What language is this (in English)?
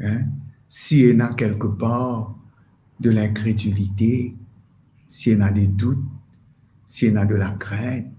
Morisyen